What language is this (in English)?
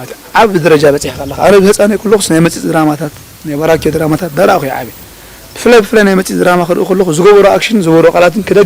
Tigrinya